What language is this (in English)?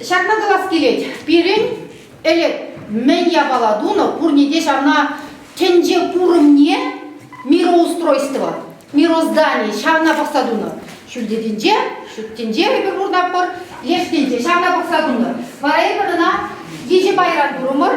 Chuvash